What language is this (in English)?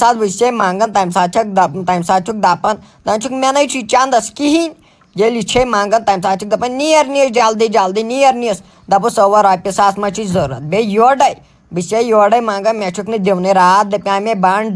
Kashmiri